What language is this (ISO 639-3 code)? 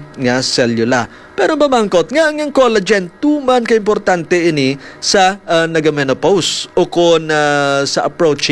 hil